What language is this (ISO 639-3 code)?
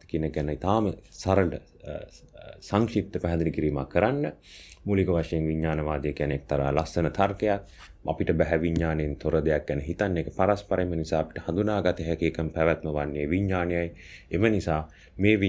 sin